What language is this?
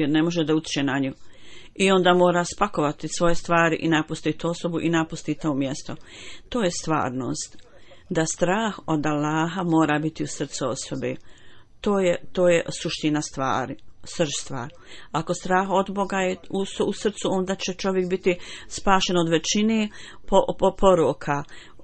Bosnian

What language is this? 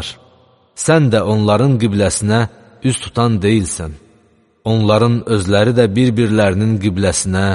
Azerbaijani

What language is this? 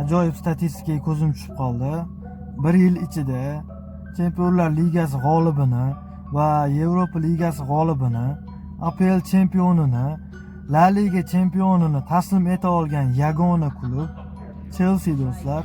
Uzbek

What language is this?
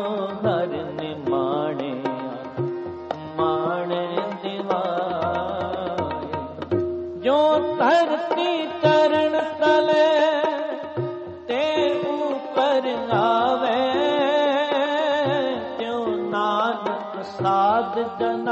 Punjabi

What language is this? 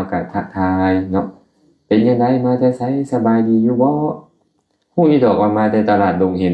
Lao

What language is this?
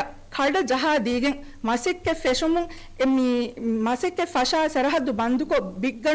Divehi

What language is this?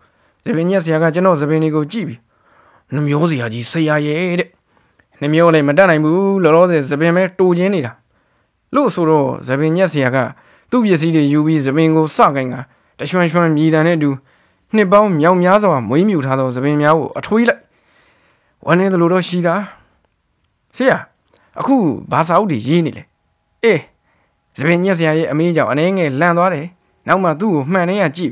Burmese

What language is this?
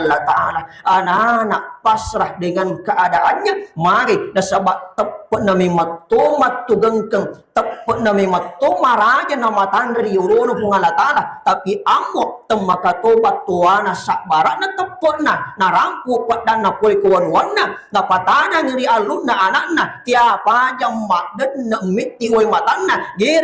Buginese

